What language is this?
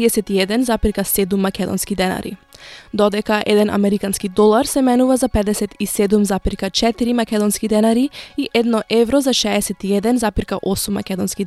Macedonian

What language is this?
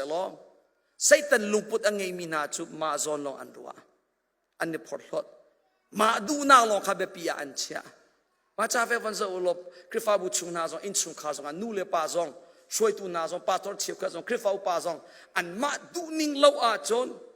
Hakha Chin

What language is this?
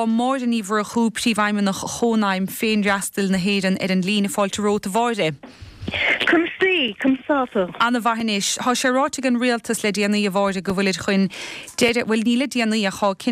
Irish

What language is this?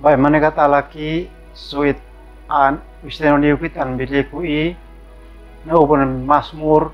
Uab Meto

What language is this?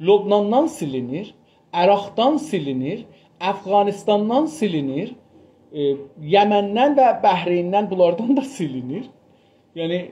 South Azerbaijani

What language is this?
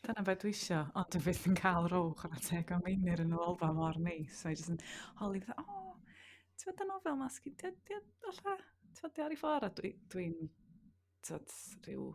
Welsh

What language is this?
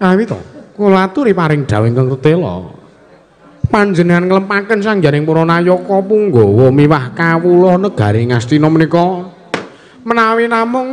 Javanese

